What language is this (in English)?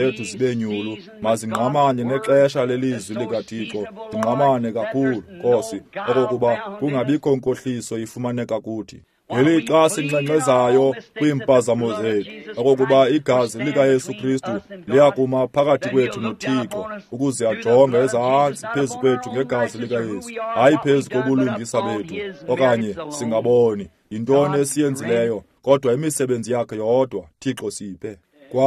Xhosa